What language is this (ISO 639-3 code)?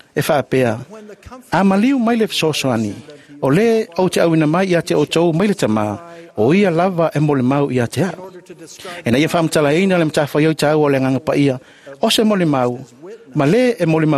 smo